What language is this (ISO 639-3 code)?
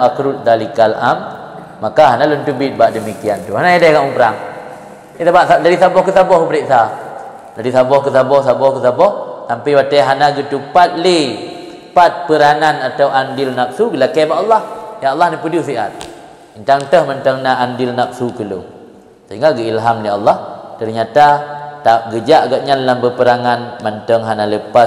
ace